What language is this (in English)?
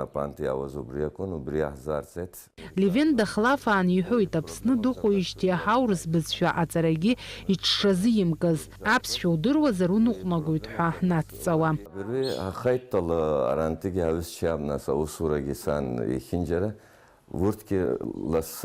Abkhazian